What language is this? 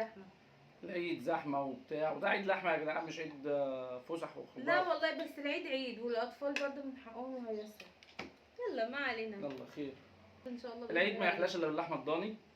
Egyptian Arabic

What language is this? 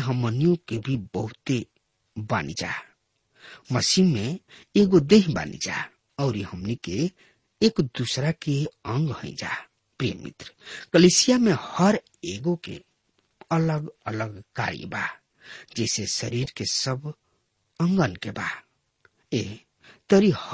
Bhojpuri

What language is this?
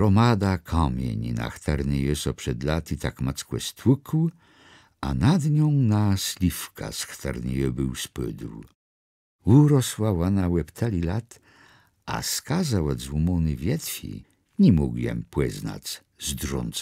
Kashubian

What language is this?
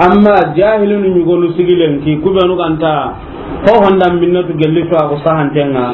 Soninke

